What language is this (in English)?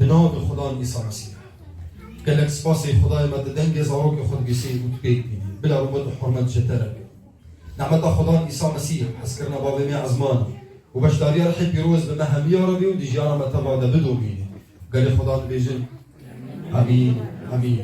Kurdish